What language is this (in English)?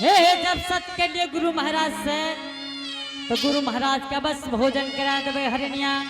Angika